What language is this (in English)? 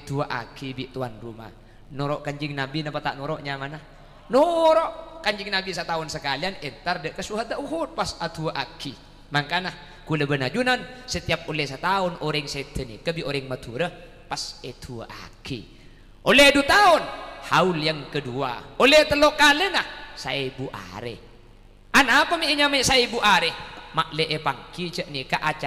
Madurese